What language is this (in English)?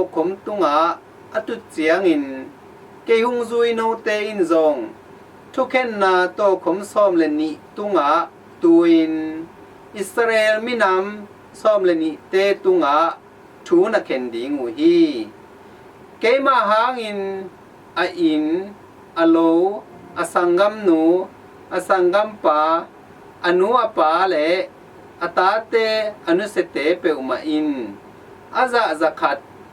Tedim Chin